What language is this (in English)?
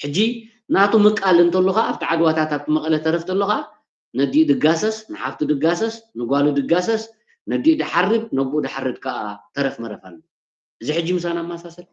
Tigrinya